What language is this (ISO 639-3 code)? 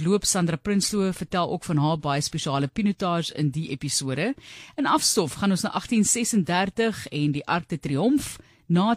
afr